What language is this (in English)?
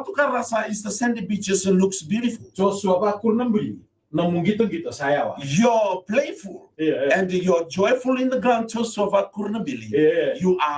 Fijian